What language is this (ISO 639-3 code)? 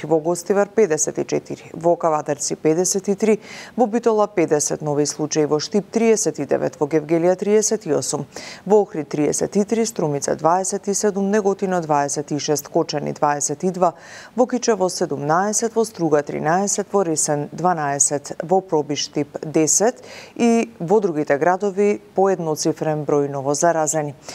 mkd